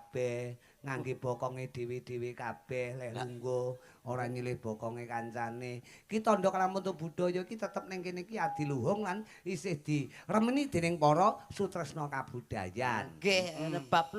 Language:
Javanese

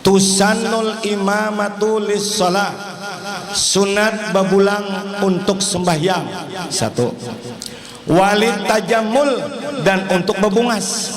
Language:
Banjar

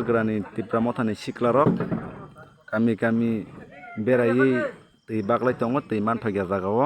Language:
Kok Borok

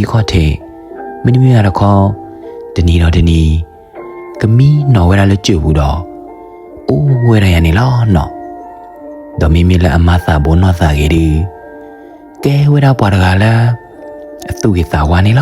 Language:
S'gaw Karen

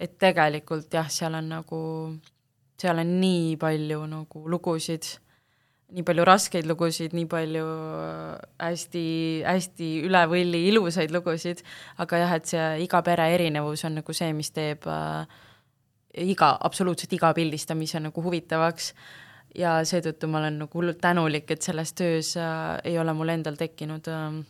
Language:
Estonian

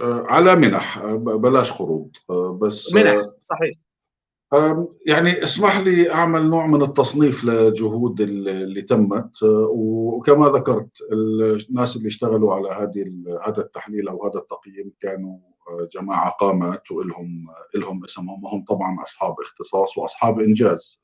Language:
North Levantine Arabic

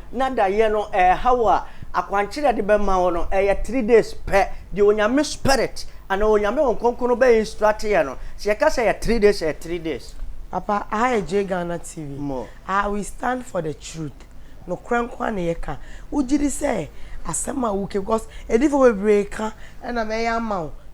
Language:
Akan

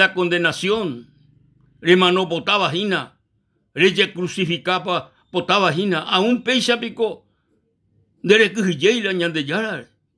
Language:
Guarani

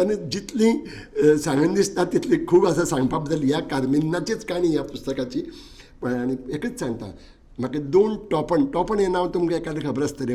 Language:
Konkani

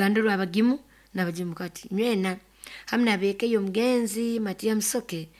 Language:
Nyoro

